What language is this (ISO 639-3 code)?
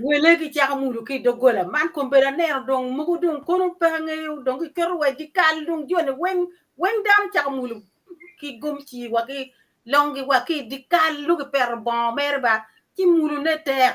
ach